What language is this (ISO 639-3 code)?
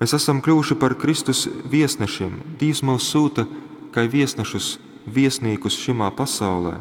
ltg